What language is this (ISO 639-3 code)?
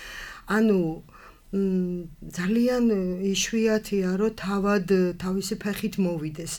kat